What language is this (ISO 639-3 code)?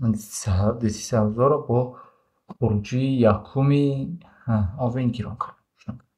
tgk